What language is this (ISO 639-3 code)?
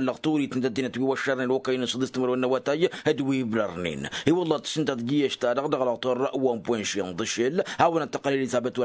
taq